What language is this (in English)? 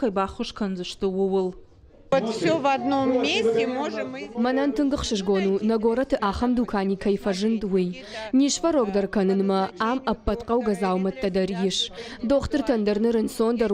Ossetic